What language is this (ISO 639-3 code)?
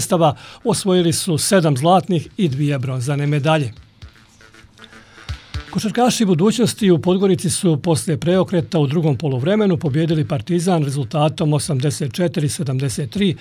bos